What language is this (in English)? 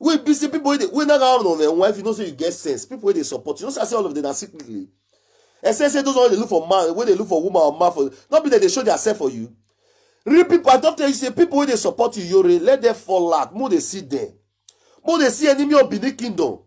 Nigerian Pidgin